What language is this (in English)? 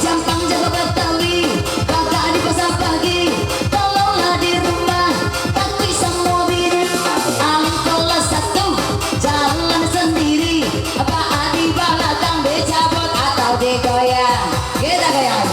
Minangkabau